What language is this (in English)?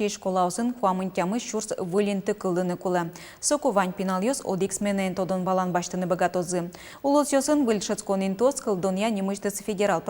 Udmurt